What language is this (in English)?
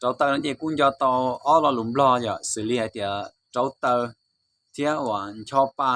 Hmong